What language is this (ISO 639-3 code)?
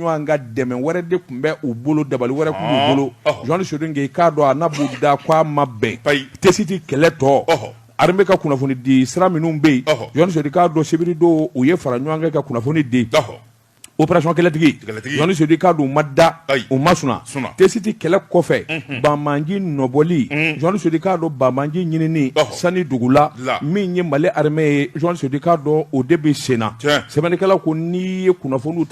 bam